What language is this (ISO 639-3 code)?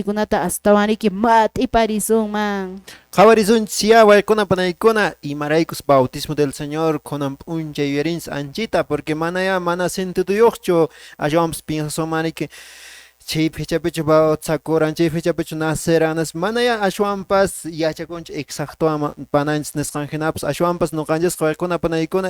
que